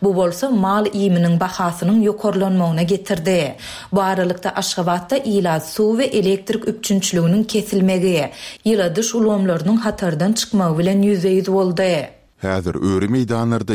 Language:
Turkmen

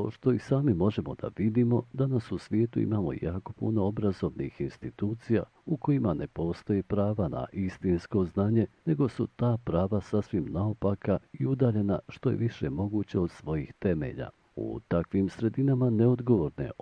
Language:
Bosnian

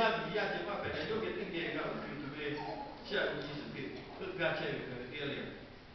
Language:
Lahu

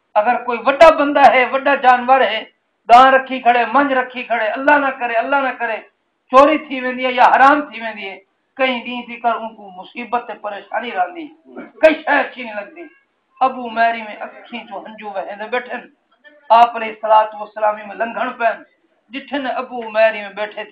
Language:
Saraiki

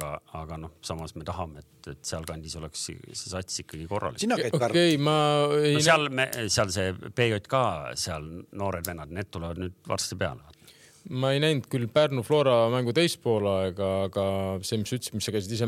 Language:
Estonian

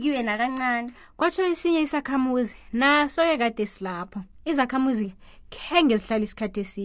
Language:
South Ndebele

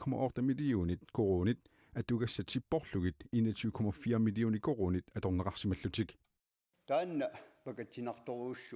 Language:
Kalaallisut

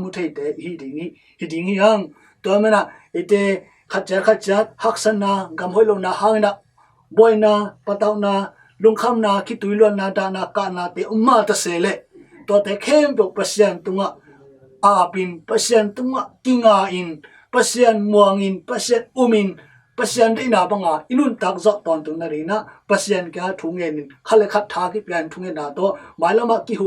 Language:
Tedim Chin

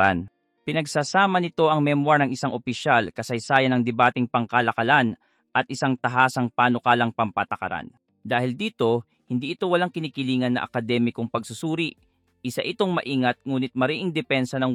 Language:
Filipino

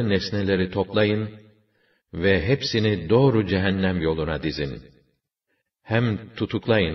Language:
Turkish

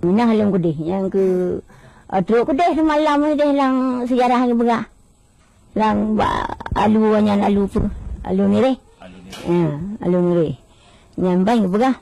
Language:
Achinese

